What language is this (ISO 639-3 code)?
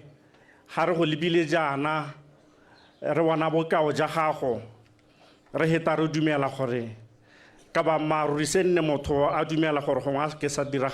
tsn